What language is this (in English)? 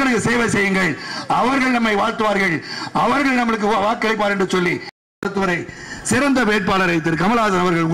Tamil